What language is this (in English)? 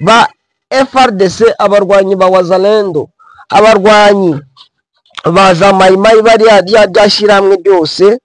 Kinyarwanda